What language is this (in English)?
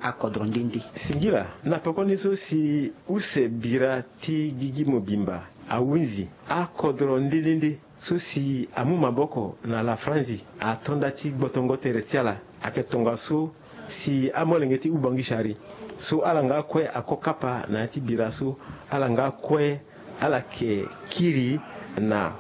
Sango